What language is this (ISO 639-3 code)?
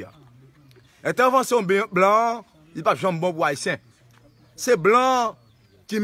hat